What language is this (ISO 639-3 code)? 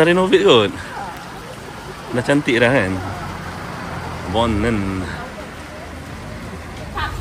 msa